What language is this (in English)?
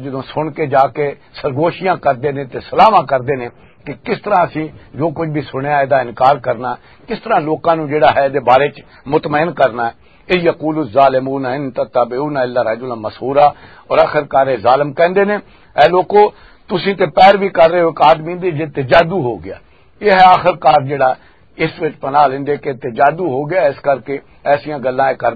Western Panjabi